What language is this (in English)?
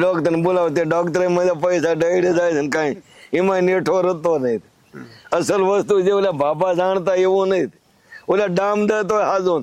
Gujarati